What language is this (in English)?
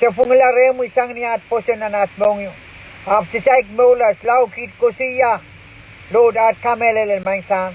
Pohnpeian